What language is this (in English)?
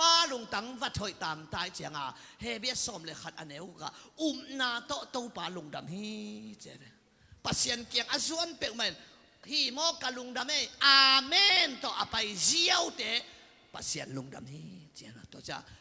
Tedim Chin